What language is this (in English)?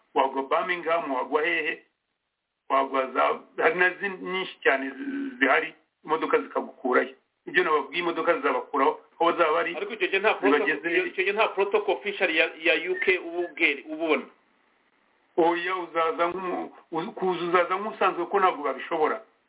Kinyarwanda